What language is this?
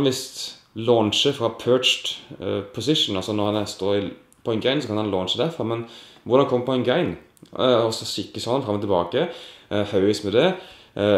Norwegian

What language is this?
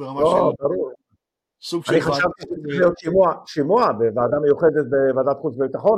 Hebrew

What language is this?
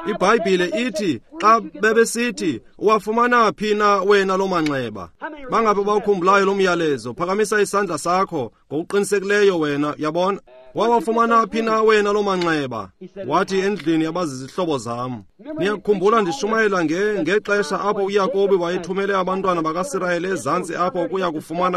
Xhosa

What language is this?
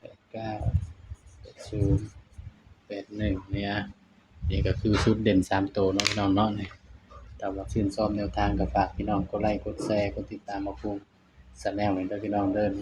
Northeastern Thai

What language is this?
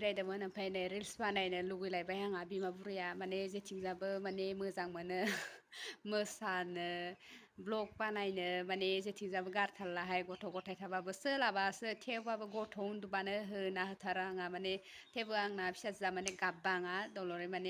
Bodo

